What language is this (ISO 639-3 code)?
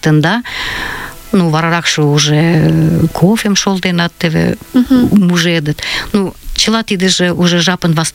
chm